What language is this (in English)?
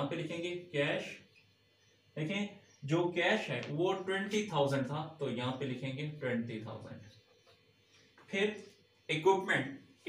Hindi